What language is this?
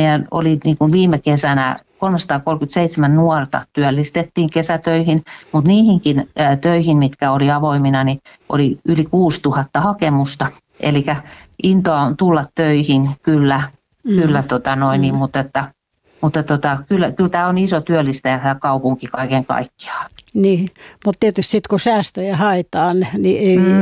Finnish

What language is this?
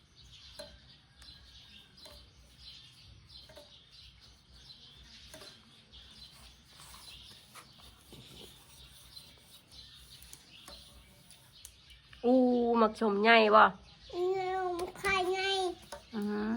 Northeastern Thai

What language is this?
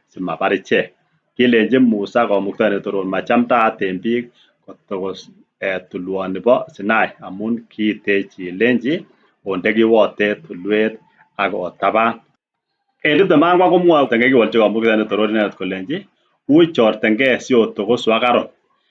Kalenjin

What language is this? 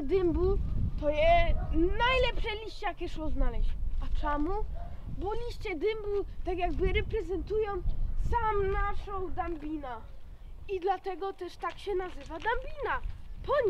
Silesian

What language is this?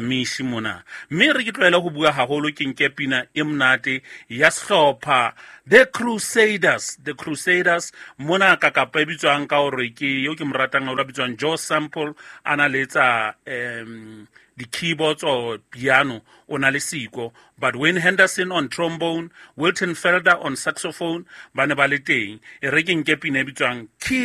Southern Sotho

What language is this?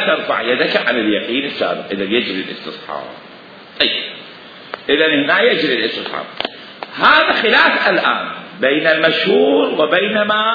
Mesopotamian Arabic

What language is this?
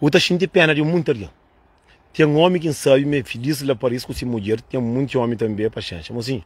Kabuverdianu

